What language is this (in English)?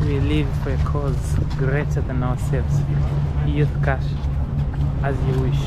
Nyanja